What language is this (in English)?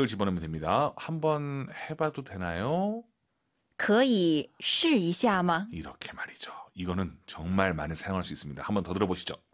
Korean